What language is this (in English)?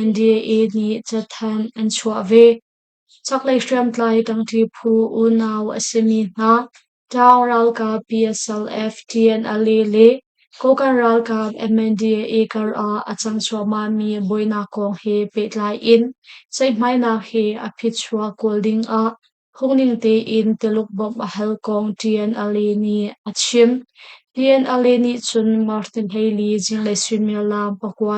Hakha Chin